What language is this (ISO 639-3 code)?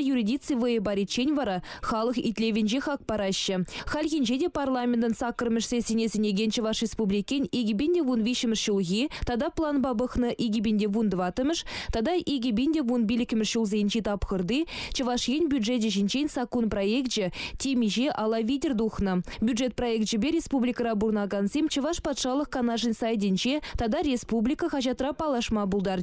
chv